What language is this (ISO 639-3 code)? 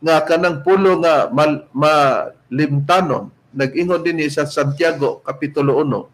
ceb